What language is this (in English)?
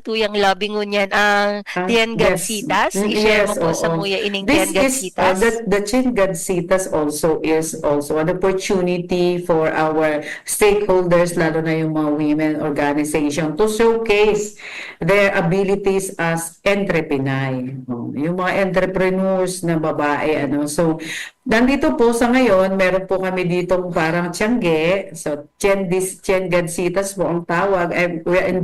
Bikol